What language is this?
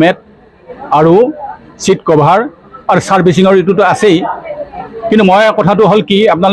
Assamese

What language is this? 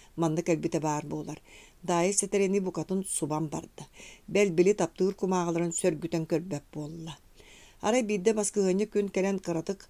Yakut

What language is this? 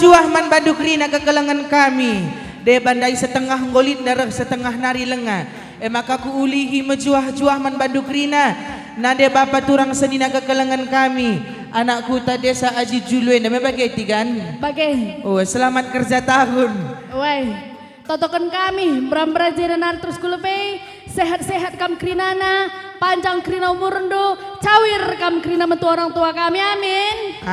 Batak Karo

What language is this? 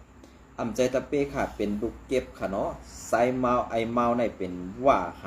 Shan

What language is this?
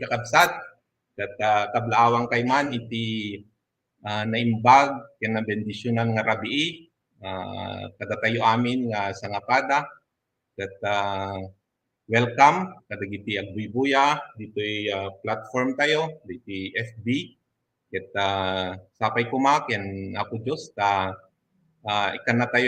Iloko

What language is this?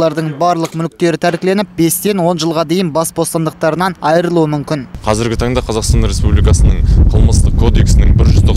Kazakh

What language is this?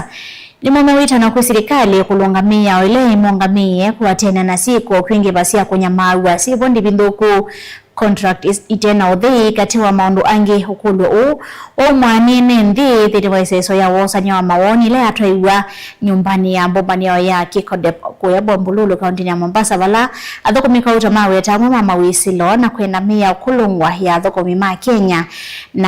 Kamba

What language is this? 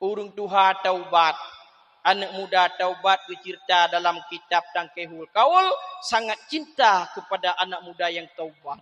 Achinese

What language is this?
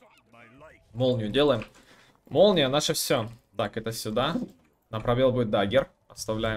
Russian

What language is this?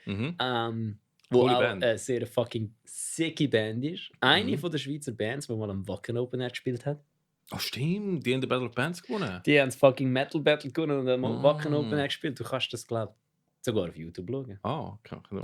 Swiss German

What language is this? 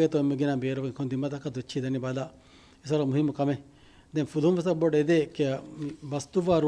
Divehi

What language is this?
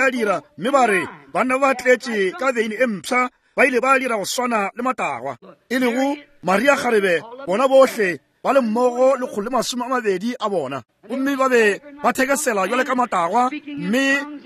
Northern Sotho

